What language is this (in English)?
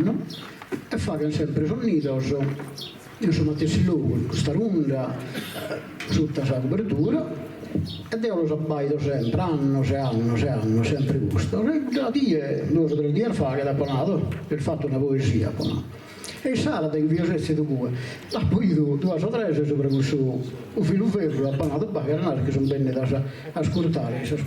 Sardinian